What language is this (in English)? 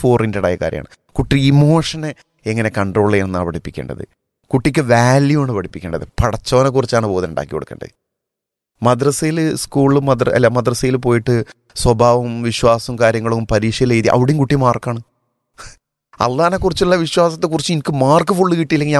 Malayalam